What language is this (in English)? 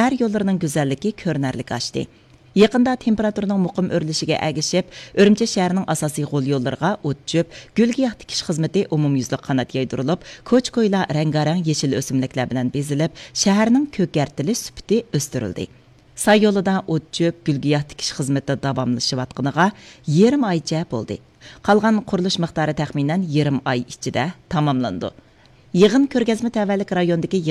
Uyghur